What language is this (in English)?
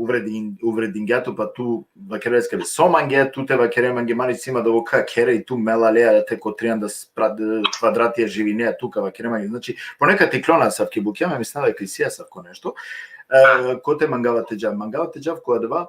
Balkan Romani